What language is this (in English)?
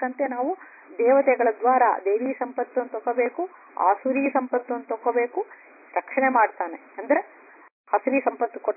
Kannada